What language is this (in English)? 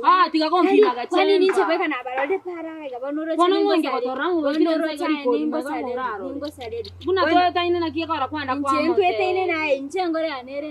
Gusii